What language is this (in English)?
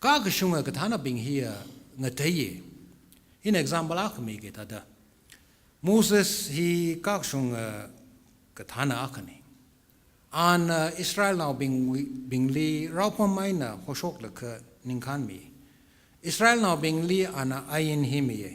Tangkhul Naga (India)